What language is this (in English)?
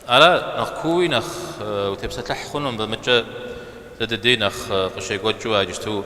Kabardian